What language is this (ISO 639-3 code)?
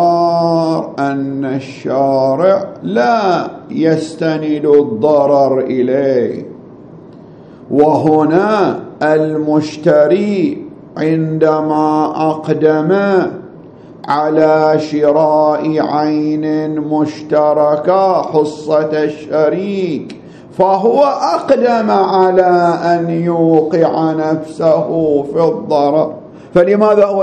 ara